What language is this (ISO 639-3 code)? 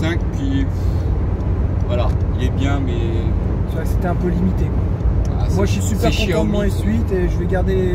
fra